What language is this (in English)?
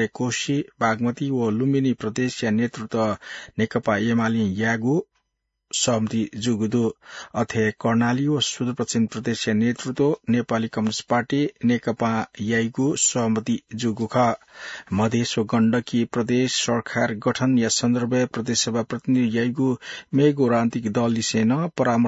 Newari